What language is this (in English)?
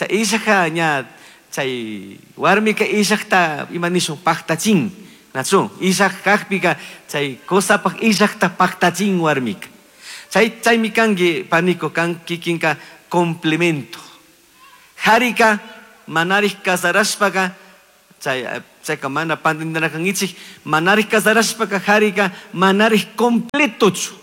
Chimborazo Highland Quichua